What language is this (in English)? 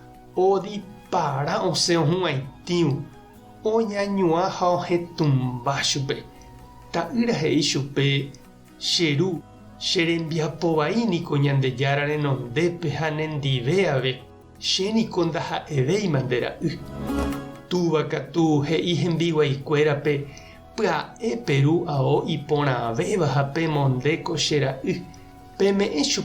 Guarani